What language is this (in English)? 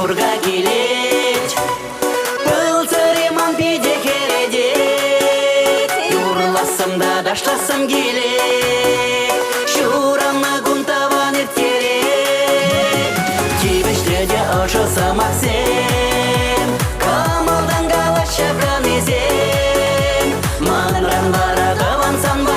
Chuvash